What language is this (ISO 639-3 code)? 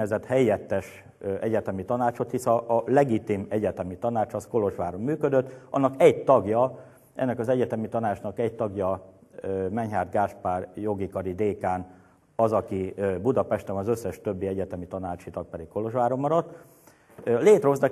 hun